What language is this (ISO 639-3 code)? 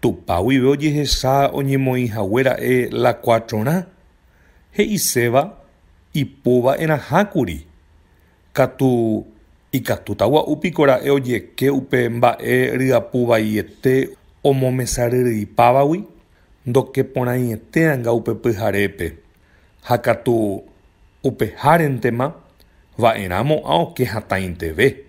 grn